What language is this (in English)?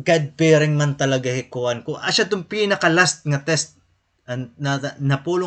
Waray